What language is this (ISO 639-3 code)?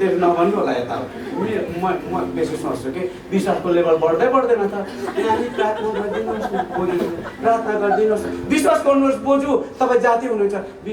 nep